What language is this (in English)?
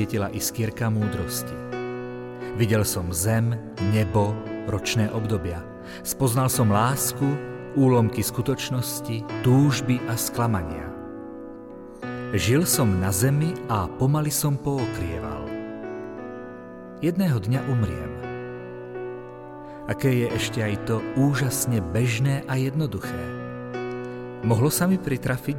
Slovak